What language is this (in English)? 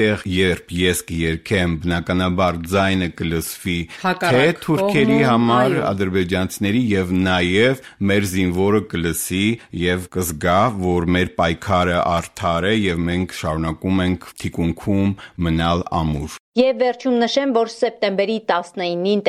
Armenian